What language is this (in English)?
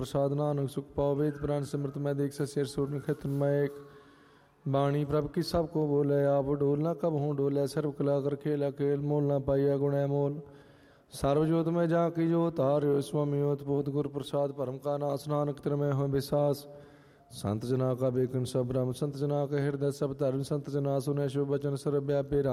Punjabi